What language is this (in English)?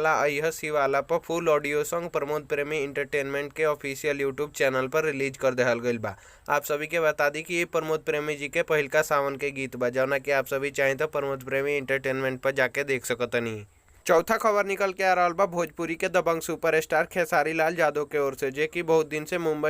Bhojpuri